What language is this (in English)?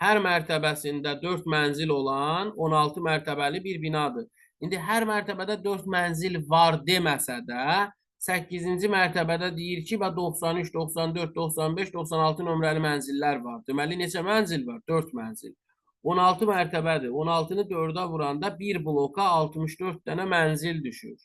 Azerbaijani